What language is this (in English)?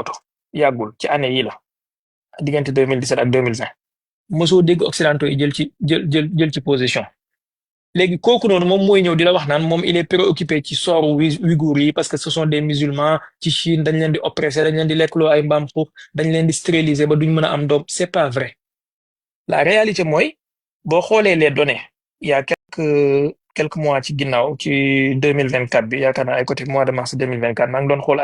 Wolof